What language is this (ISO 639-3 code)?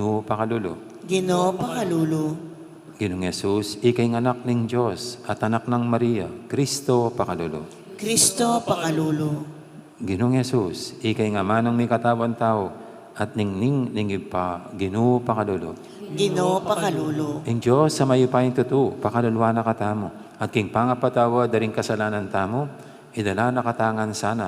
pam